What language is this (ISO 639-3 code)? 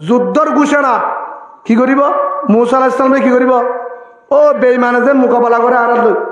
rhg